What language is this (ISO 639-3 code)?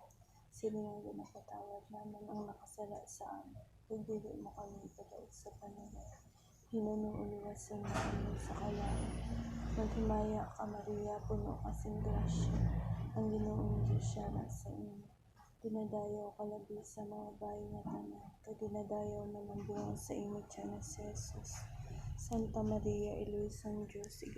hil